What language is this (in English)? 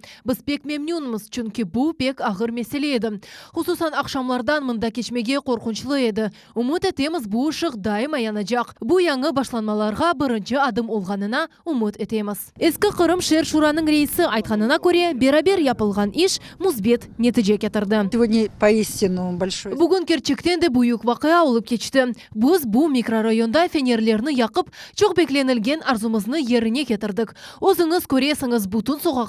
Crimean Tatar